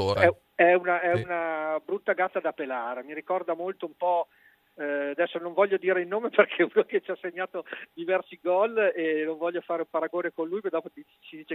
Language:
Italian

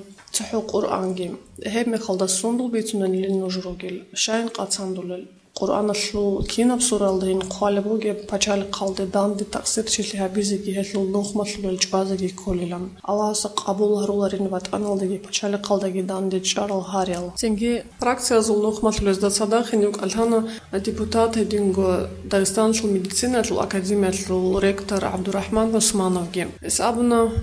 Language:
Avaric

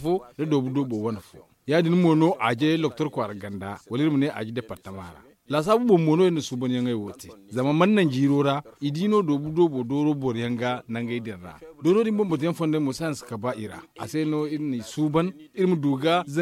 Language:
Zarma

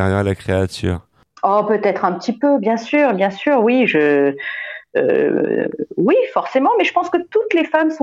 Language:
French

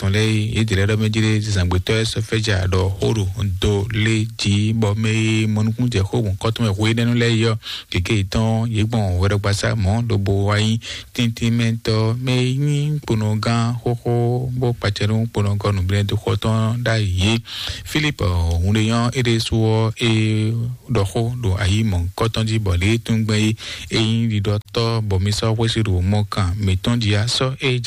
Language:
Fon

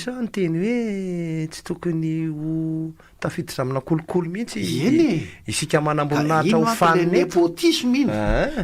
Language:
Malagasy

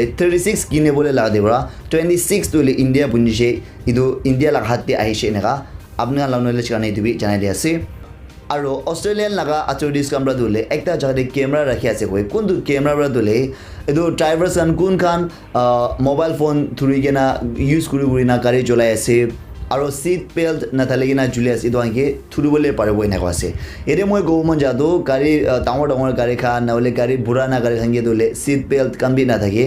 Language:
Naga Pidgin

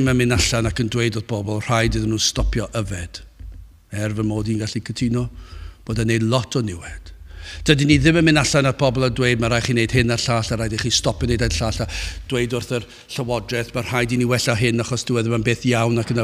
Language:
Welsh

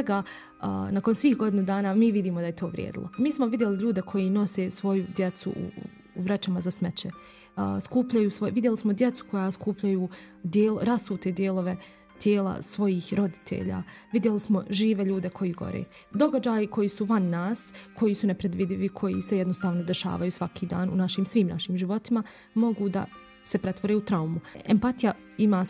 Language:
Bosnian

